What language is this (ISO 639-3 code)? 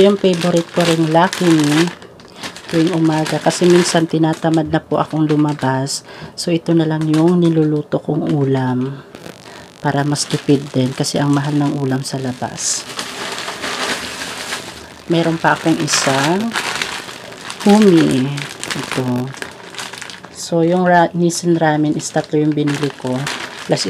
fil